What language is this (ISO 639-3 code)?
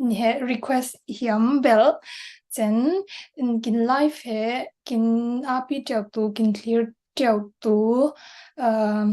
cfm